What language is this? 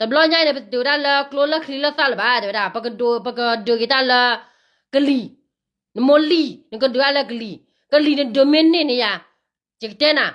S'gaw Karen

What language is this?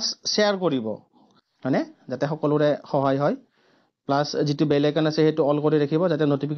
Assamese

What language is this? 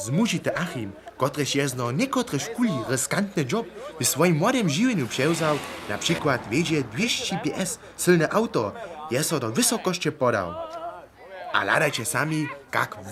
Upper Sorbian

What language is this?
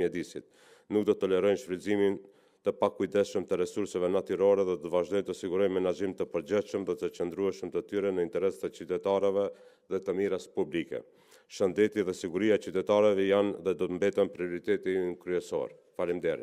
Albanian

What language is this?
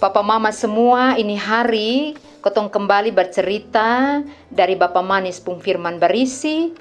Kupang Malay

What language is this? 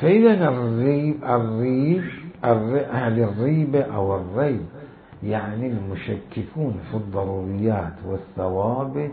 Mesopotamian Arabic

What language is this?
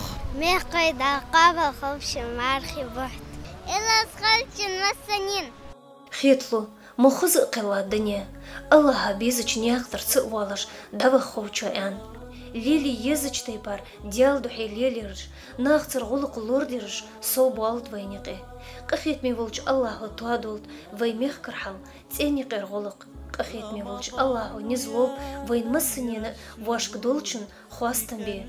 Ingush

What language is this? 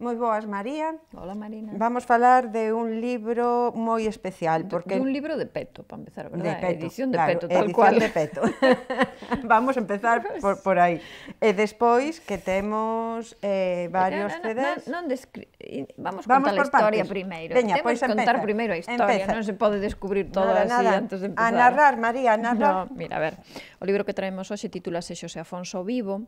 Galician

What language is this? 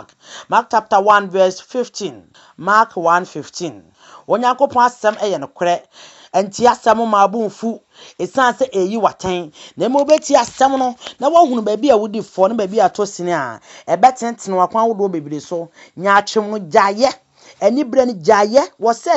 Akan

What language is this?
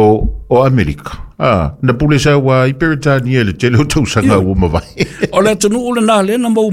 Samoan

